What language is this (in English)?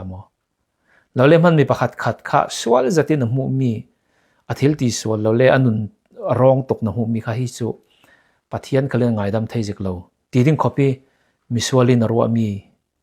Falam Chin